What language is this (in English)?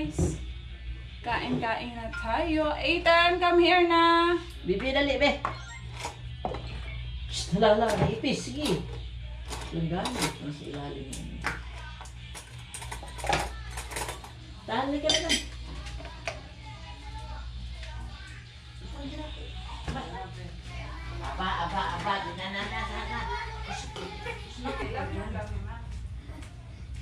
Filipino